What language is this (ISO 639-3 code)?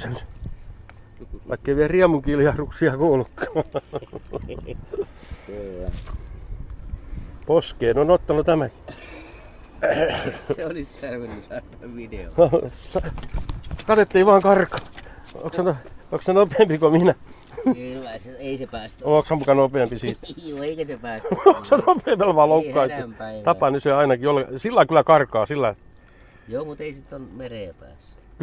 fin